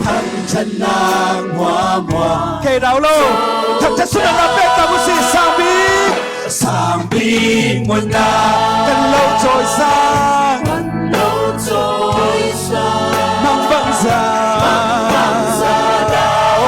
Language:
Falam Chin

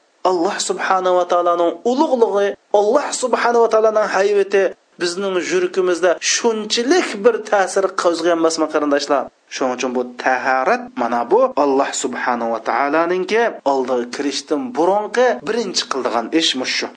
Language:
Uyghur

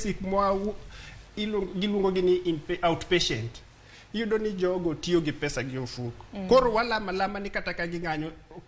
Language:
Luo (Kenya and Tanzania)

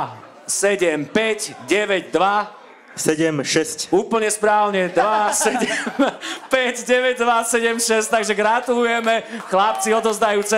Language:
Slovak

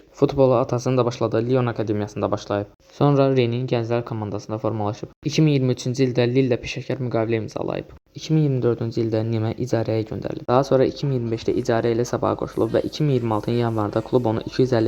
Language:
Azerbaijani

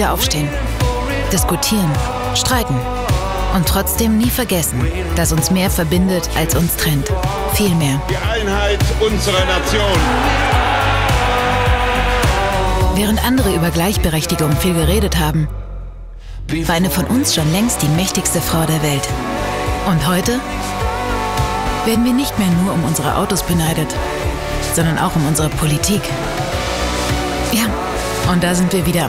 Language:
German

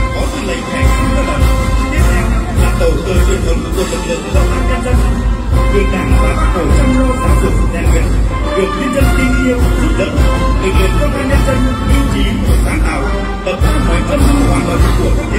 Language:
Vietnamese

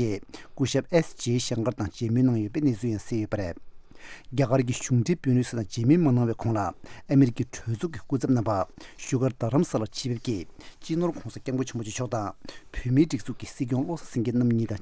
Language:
Tibetan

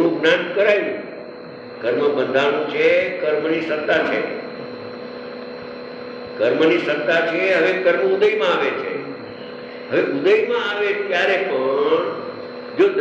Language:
Gujarati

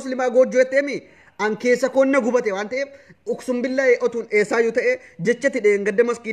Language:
Oromo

